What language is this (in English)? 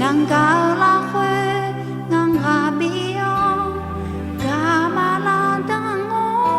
Akha